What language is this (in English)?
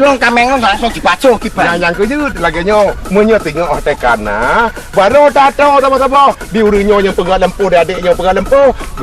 Achinese